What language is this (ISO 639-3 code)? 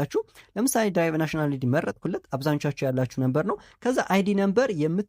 amh